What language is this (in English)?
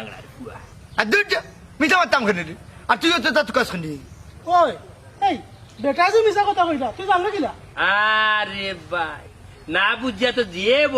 Sylheti